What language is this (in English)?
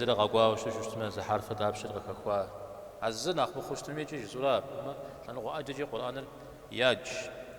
Kabardian